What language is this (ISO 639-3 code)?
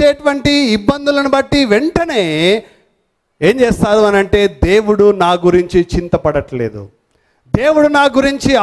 tel